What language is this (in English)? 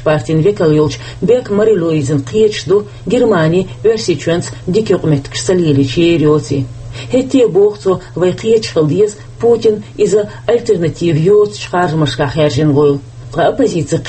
Chechen